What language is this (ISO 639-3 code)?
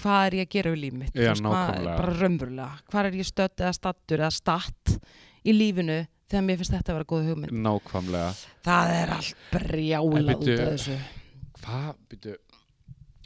isl